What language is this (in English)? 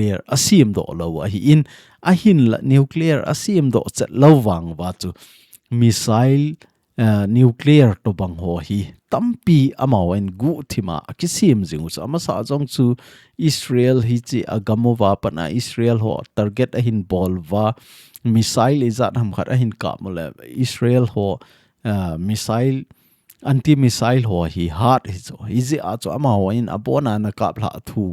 Thado Chin